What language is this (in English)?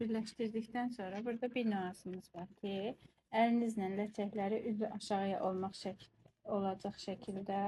Azerbaijani